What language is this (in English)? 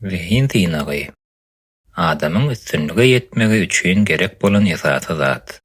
Turkmen